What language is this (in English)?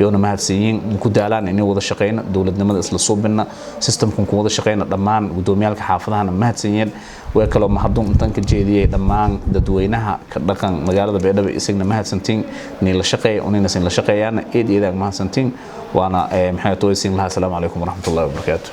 Somali